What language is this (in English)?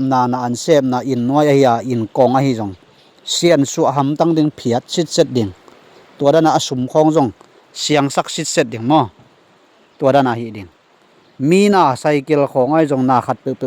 Tedim Chin